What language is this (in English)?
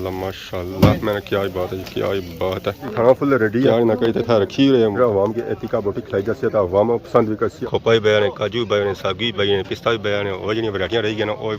Pahari-Potwari